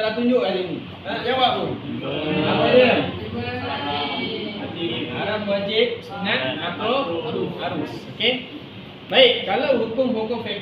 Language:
Malay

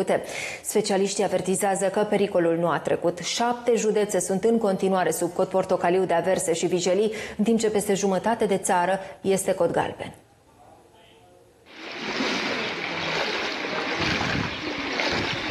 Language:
Romanian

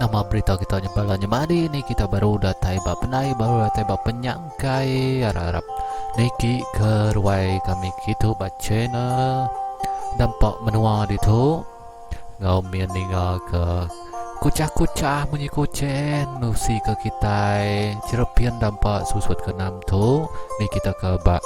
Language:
Iban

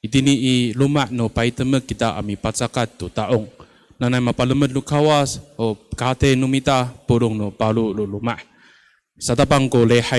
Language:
Amis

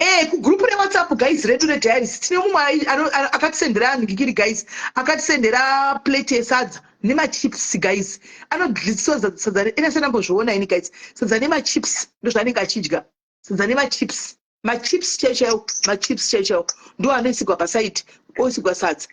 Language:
Shona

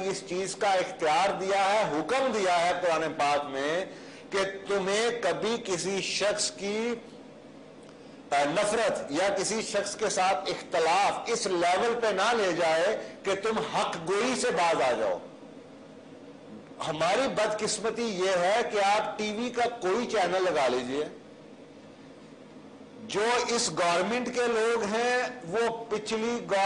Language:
Urdu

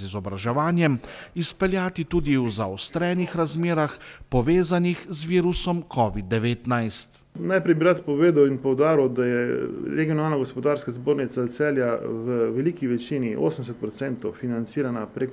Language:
Slovenian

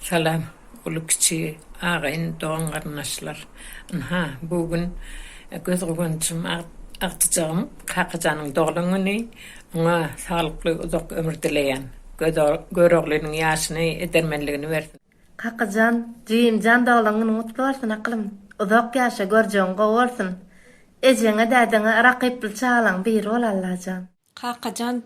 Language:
Turkmen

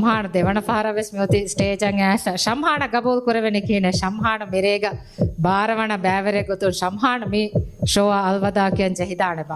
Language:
Divehi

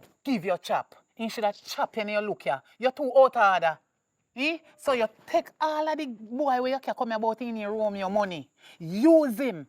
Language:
Jamaican Creole English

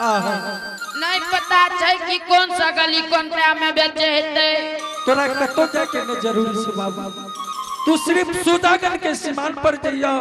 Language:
Angika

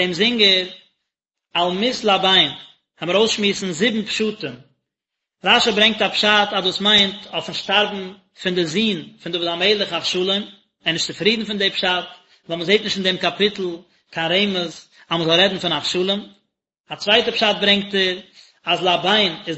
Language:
Yiddish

